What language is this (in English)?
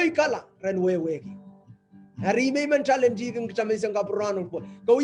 Pohnpeian